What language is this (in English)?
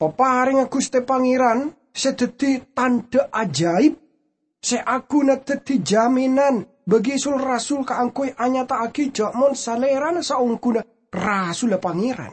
Madurese